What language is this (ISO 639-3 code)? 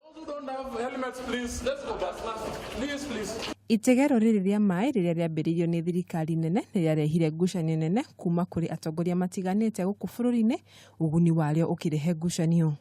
kik